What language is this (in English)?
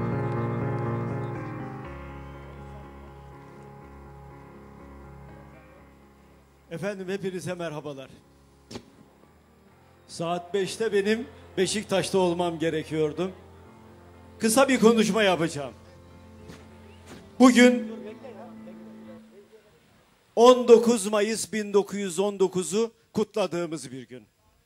Turkish